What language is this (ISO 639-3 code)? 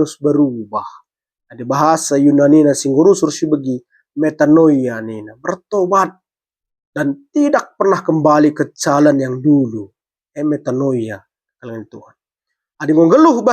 btx